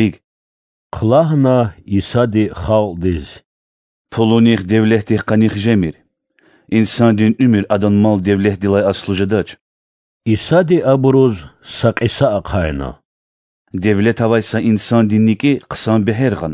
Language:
Lezghian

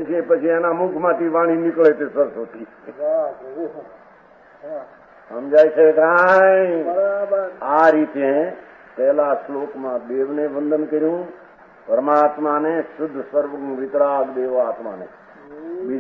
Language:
Gujarati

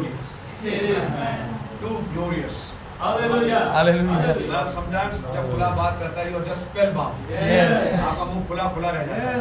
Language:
Hindi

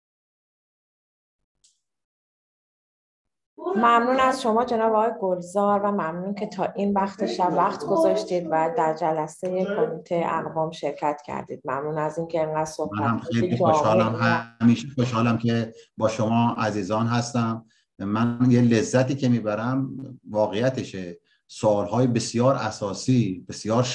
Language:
Persian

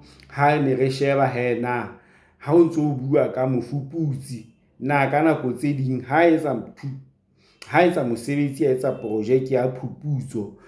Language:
Southern Sotho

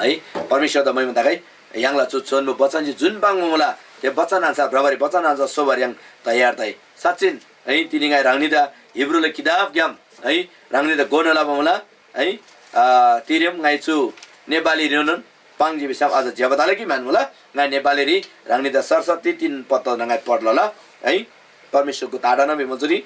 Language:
Eastern Tamang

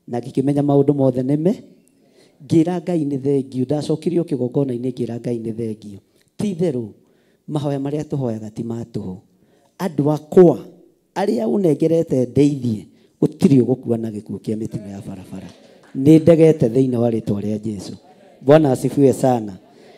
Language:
Kikuyu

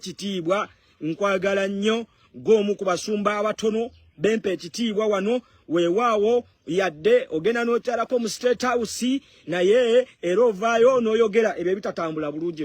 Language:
Ganda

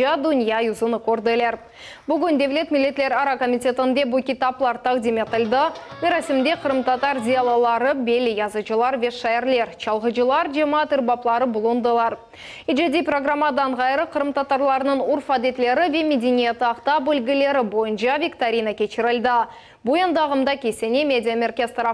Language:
Crimean Tatar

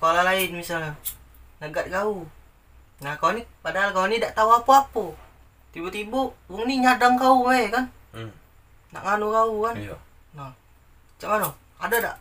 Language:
Musi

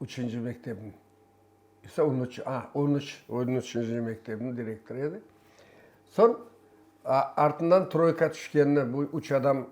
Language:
Crimean Tatar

